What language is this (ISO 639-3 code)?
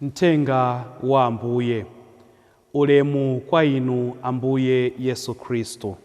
nya